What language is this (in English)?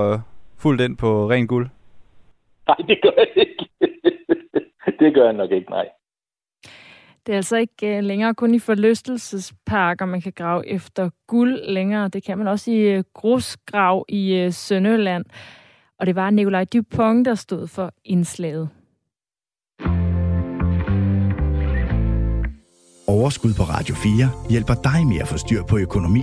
Danish